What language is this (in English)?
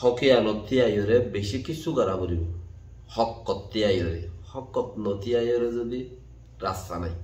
Rohingya